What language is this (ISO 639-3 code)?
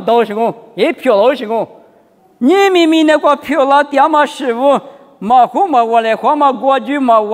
lis